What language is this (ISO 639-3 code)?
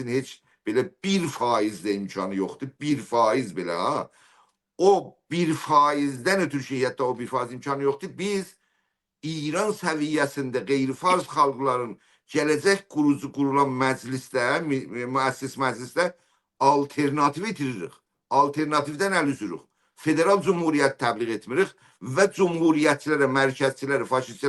azb